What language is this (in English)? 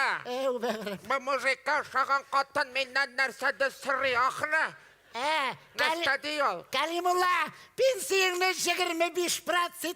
Tatar